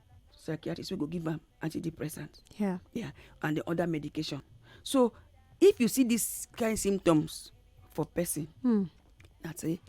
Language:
Nigerian Pidgin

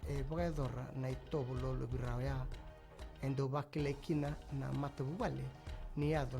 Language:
Fijian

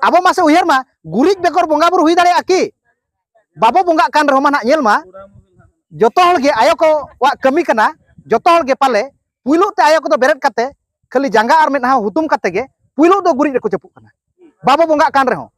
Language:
Santali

